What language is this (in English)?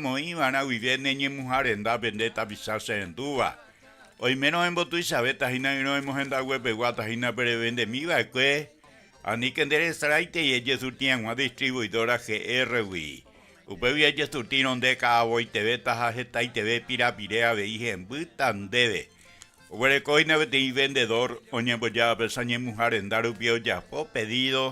Guarani